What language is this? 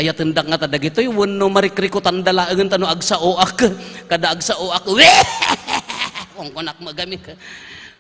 Iloko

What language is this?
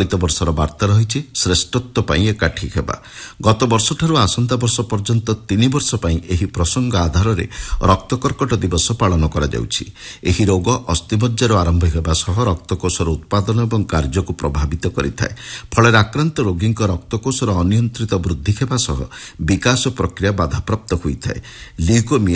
Odia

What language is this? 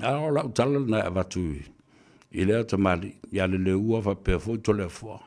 Samoan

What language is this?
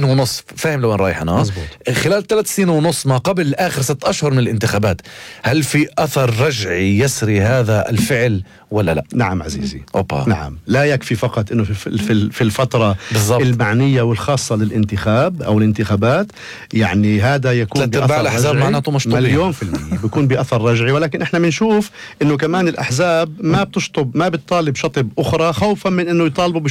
North Levantine Arabic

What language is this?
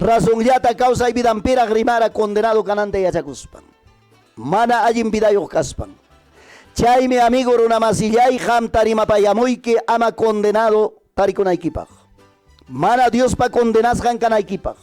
Ayacucho Quechua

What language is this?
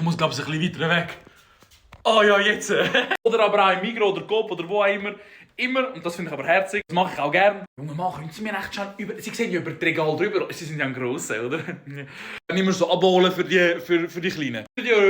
Swiss German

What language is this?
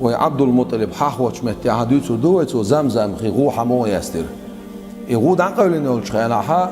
Chechen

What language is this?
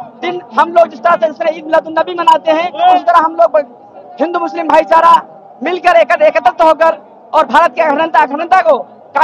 Gujarati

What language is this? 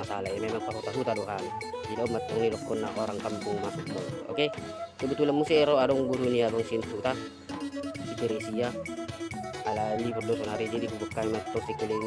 Batak Toba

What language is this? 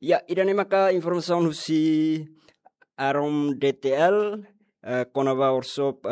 Tetum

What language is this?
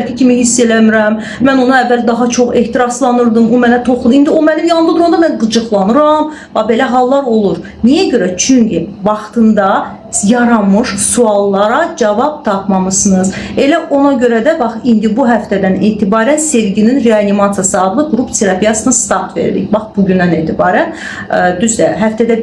Azerbaijani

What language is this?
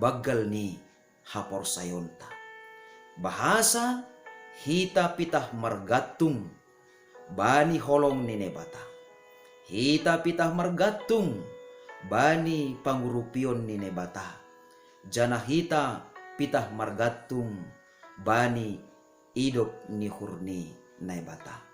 Batak Simalungun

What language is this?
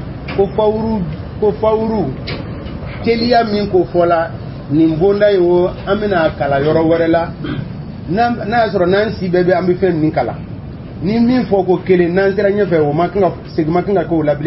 Bambara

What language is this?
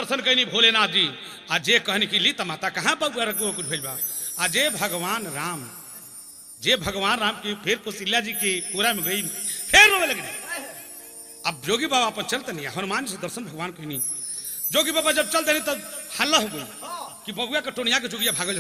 Bhojpuri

